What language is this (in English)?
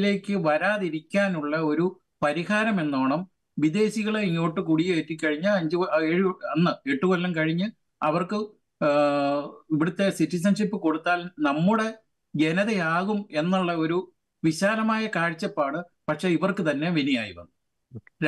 Malayalam